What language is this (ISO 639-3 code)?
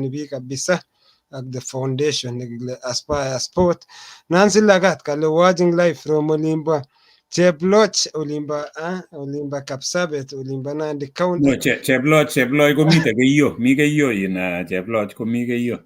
kln